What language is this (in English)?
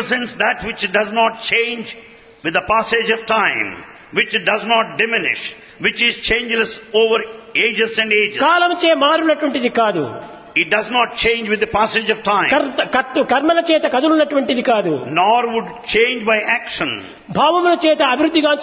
Telugu